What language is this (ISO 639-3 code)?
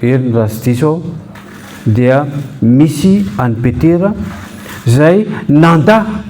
mlg